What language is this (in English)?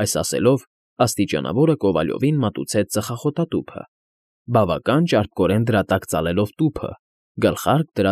Armenian